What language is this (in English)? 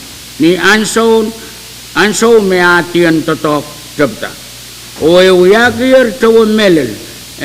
Pohnpeian